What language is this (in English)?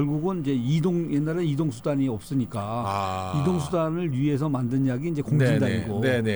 Korean